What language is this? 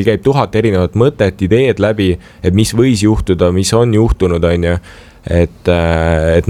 Estonian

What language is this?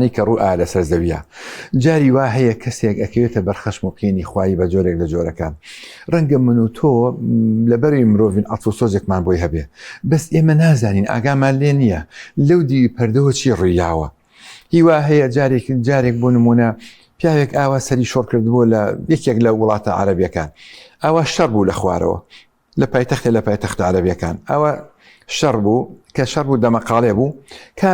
Central Kurdish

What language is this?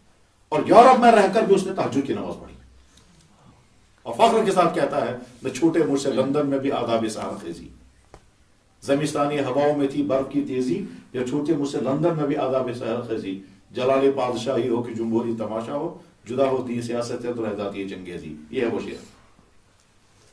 Urdu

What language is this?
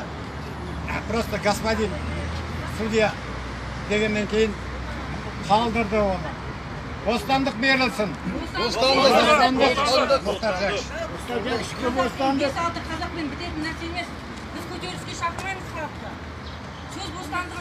Kazakh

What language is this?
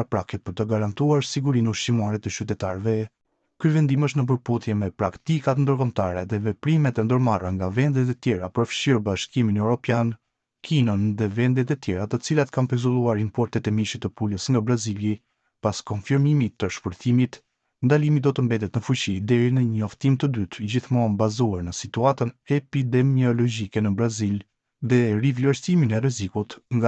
Albanian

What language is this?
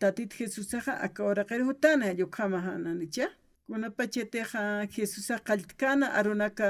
Aymara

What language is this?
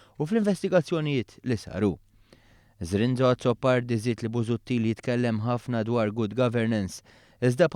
Maltese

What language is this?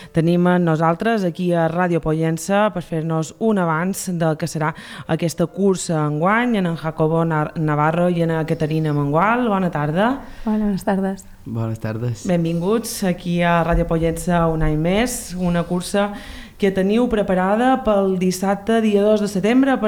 Catalan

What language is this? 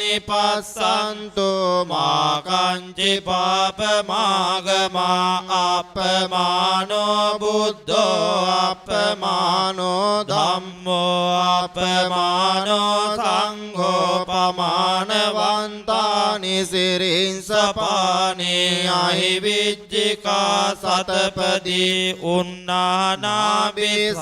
Pali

